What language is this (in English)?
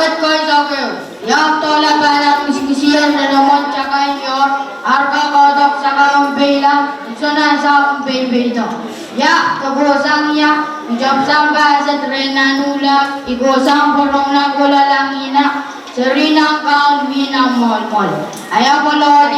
Pohnpeian